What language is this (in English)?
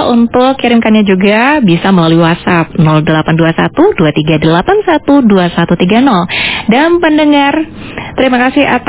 Indonesian